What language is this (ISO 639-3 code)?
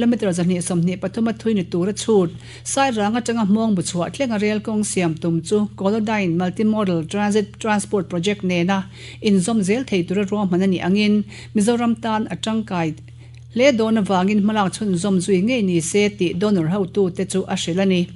lus